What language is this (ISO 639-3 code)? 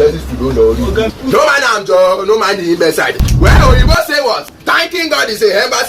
pcm